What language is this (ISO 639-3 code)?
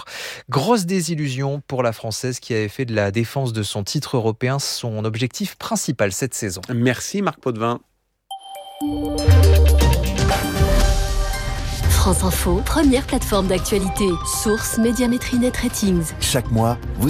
fra